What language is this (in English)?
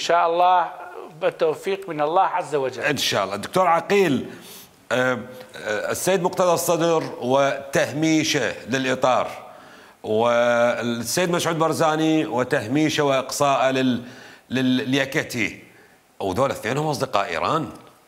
Mesopotamian Arabic